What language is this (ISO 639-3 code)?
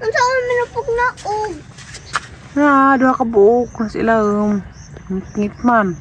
ceb